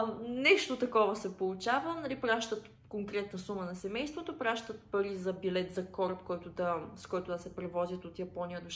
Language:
Bulgarian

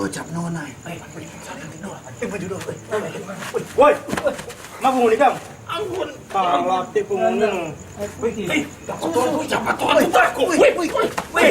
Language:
Manado Malay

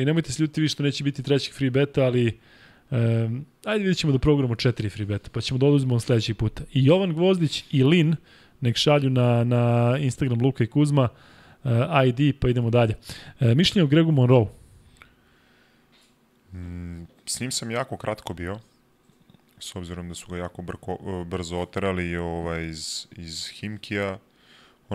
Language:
Serbian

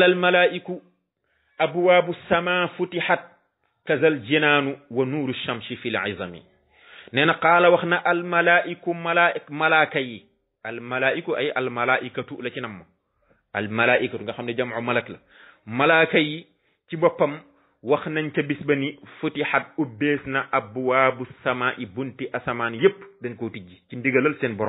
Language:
Wolof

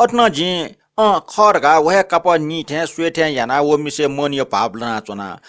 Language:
Newari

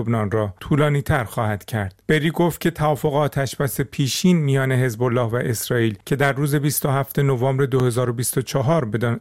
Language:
Persian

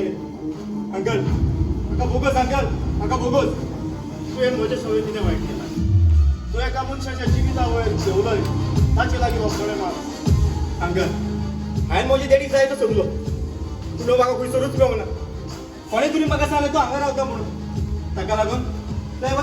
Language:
Konkani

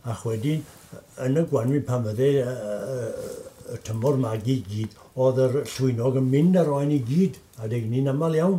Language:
Welsh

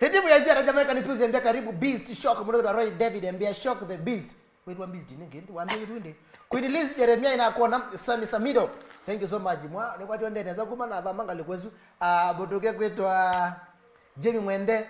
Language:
Kamba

